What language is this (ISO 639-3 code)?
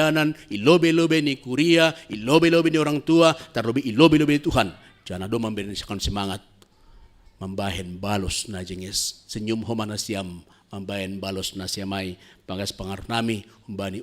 bts